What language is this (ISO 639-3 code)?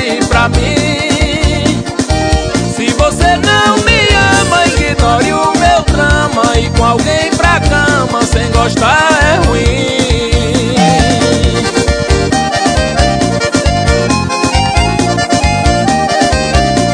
por